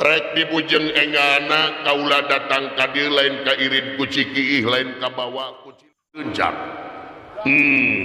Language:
Sundanese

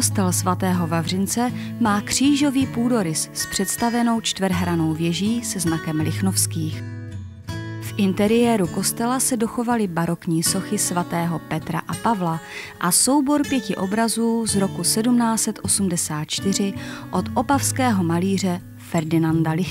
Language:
Czech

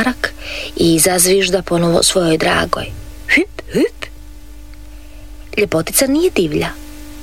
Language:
Croatian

